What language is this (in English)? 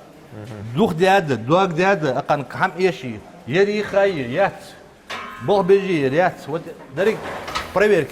Ingush